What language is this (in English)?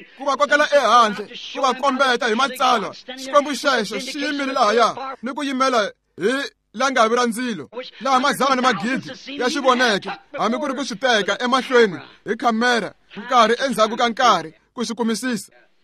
Tsonga